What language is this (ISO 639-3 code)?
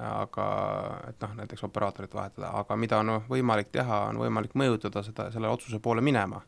est